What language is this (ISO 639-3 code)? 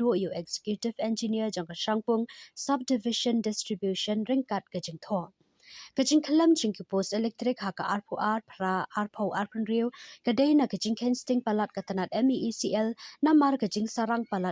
kha